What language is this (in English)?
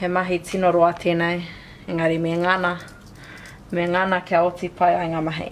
Māori